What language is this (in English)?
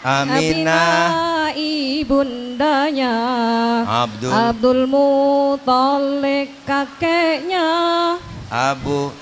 Betawi